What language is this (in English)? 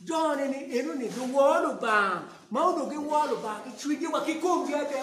Acoli